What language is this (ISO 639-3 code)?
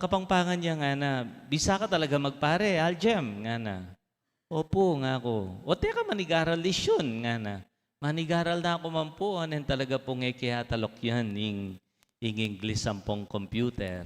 pam